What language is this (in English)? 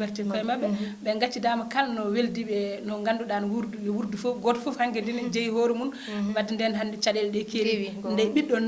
Fula